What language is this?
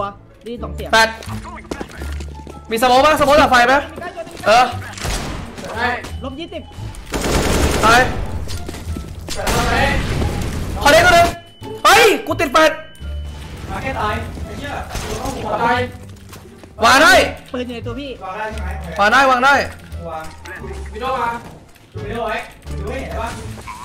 Thai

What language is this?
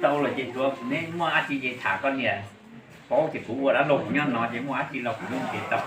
Hmong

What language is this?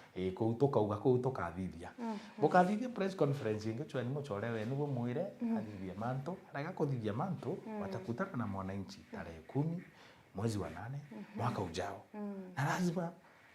Meru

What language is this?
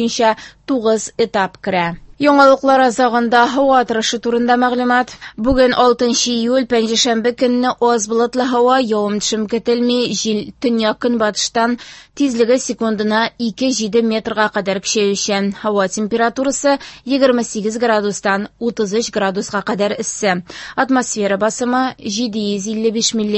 Tatar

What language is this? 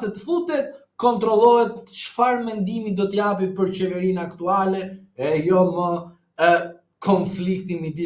Albanian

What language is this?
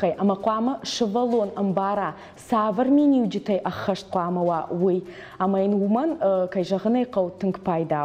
Ossetic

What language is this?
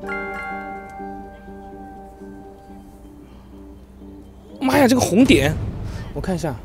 Chinese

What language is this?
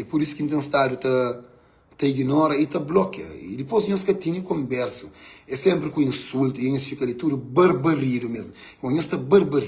Kabuverdianu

